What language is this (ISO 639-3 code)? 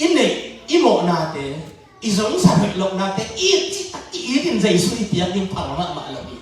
ctd